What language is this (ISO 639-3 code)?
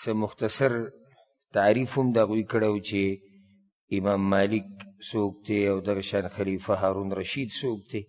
pus